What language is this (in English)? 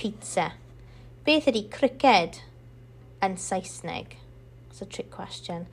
Welsh